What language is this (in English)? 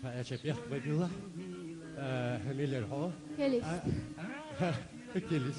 Chechen